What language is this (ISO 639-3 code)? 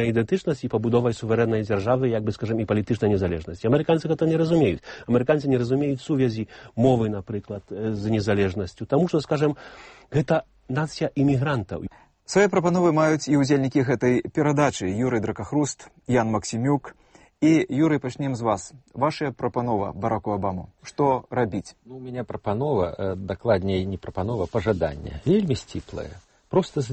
bel